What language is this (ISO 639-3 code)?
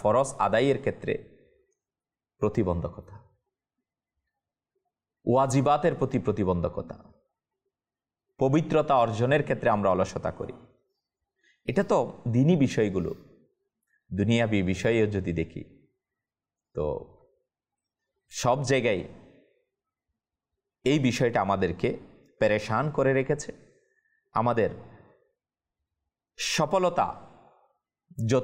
ben